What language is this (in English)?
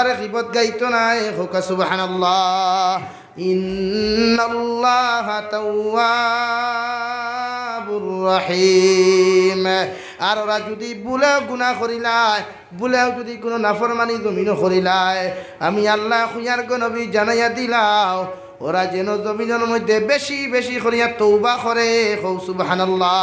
Sylheti